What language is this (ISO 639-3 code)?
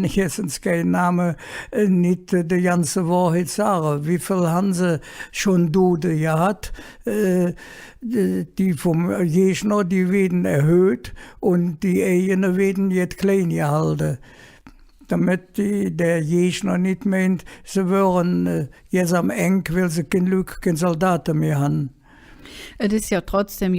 ksh